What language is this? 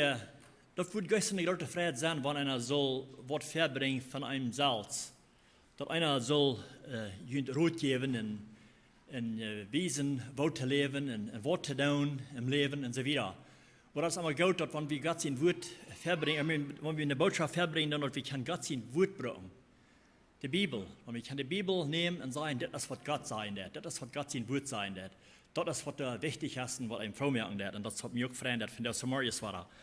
Plautdietsch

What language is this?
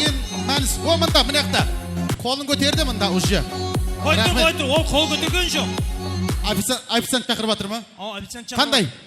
Kara-Kalpak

